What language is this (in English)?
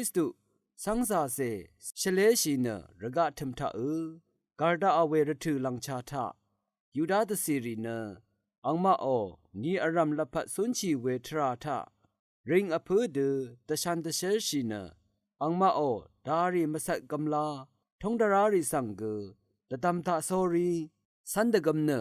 Rawang